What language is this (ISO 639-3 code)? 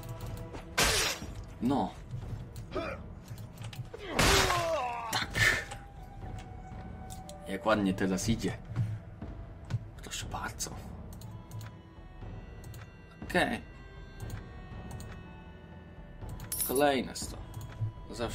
pol